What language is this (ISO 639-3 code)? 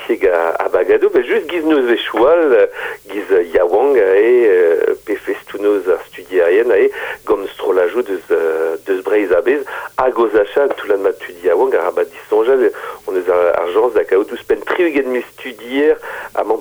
bre